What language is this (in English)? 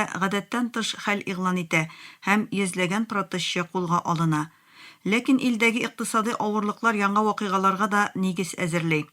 Tatar